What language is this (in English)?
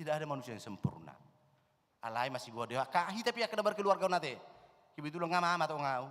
Batak Toba